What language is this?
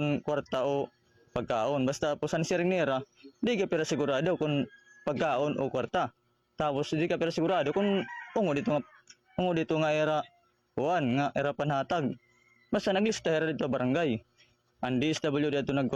Waray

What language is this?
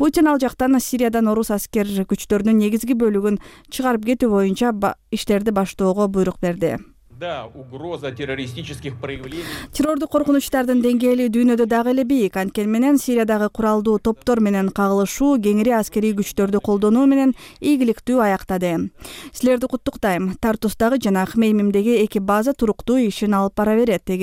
Kyrgyz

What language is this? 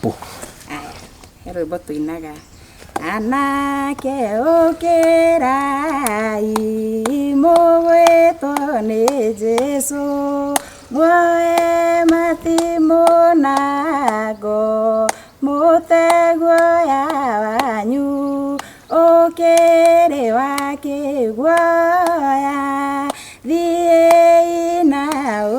Kikuyu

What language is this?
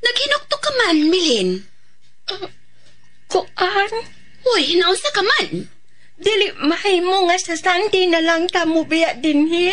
Cebuano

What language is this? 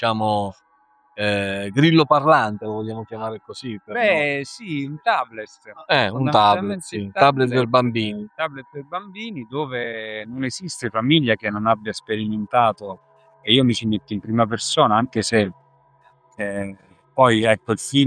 Italian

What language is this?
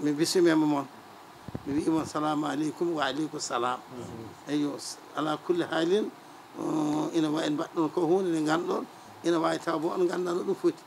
Fula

